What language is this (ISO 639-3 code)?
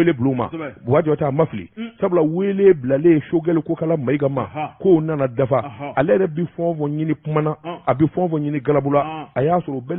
bam